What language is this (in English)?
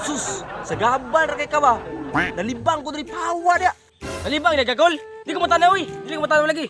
Cebuano